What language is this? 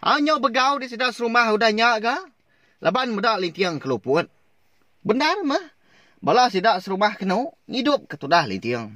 Iban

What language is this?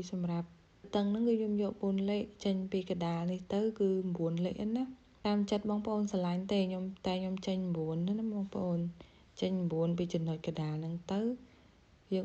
Khmer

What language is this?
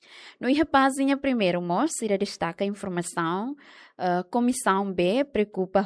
Tetum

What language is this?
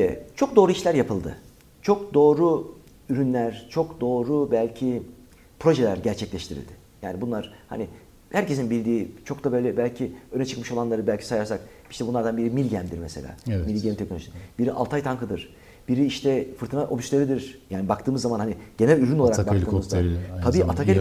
Turkish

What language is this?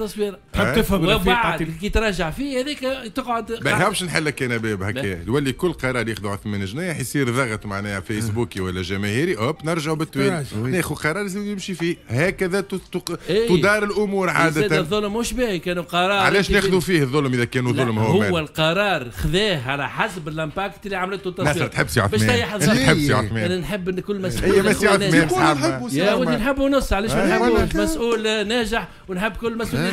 Tunisian Arabic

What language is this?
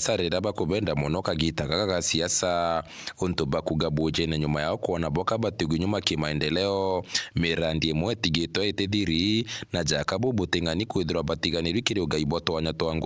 Meru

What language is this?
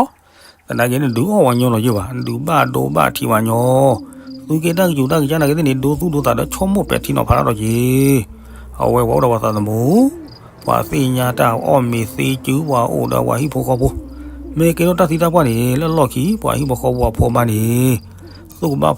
S'gaw Karen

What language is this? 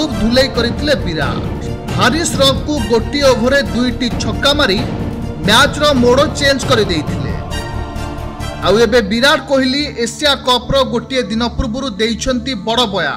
Odia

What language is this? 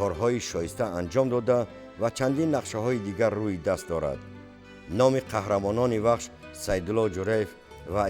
Tajik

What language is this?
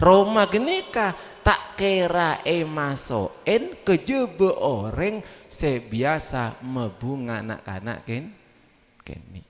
Madurese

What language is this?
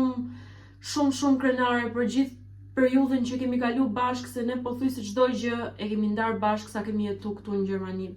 Albanian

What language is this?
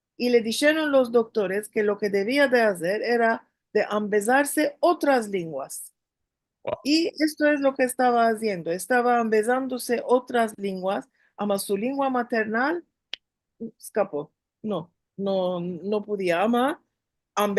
Ladino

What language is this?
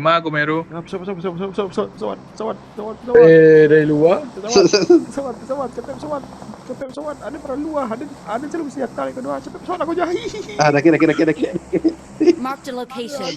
Minangkabau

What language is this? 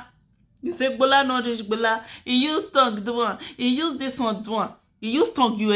Nigerian Pidgin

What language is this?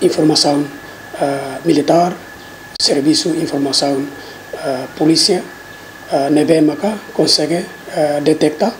Tetum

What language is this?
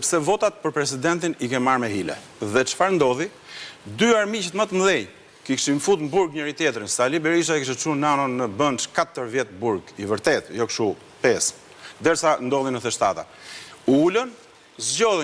Albanian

